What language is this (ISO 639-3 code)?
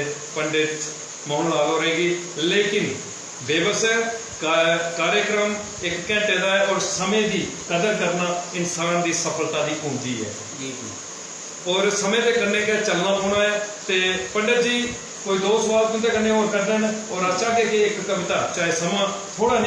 doi